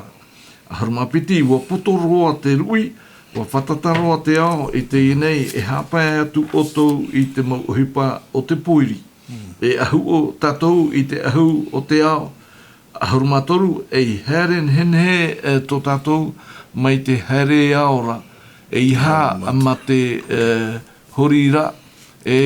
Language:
Tahitian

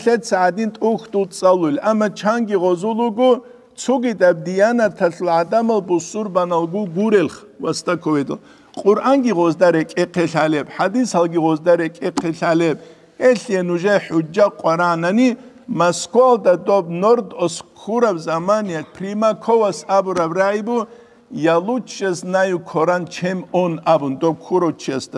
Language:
Avaric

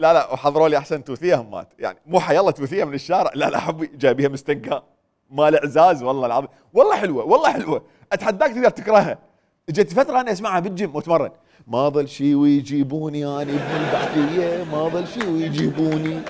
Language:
Mesopotamian Arabic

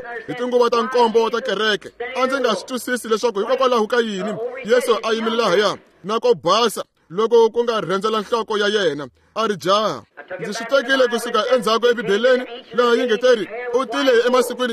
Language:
Tsonga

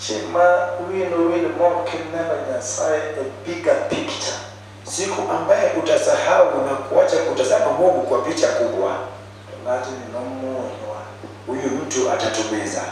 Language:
Luo (Kenya and Tanzania)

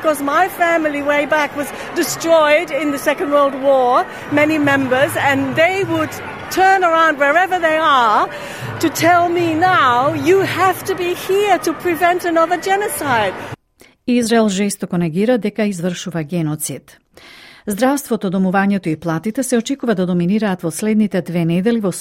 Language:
Macedonian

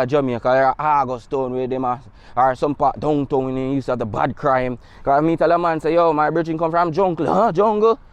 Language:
Jamaican Creole English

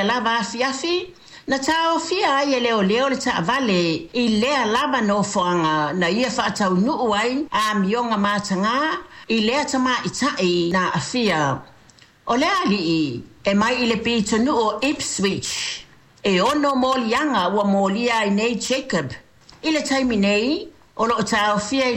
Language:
Samoan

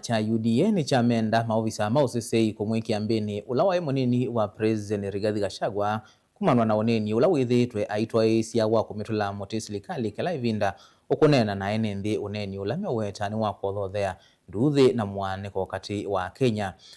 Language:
Kamba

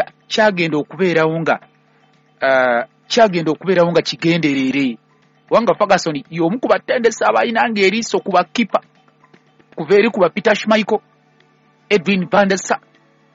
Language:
Ganda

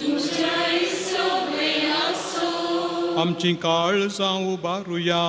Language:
Konkani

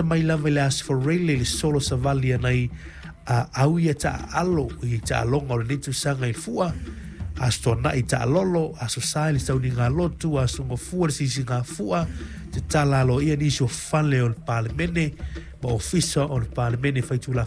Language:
Samoan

